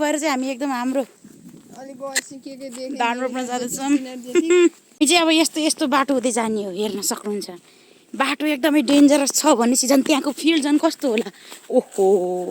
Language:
Nepali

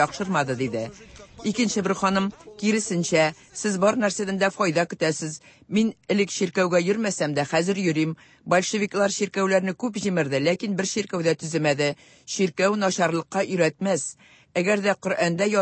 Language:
Tatar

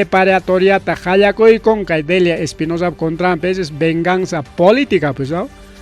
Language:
Ayacucho Quechua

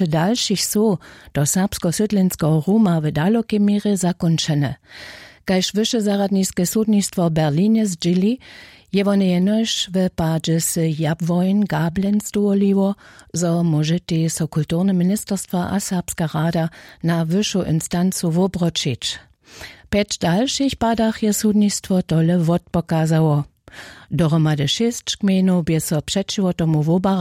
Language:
Upper Sorbian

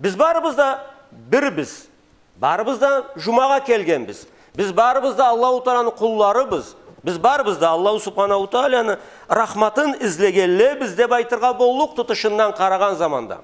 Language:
Karachay-Balkar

